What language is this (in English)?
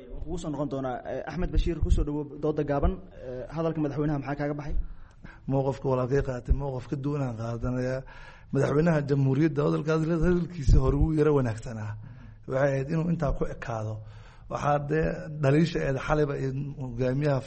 Somali